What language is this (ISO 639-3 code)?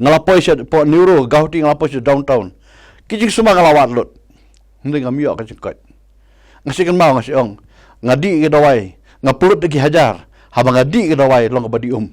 kha